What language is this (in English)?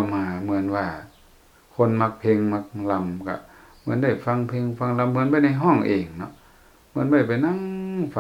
Lao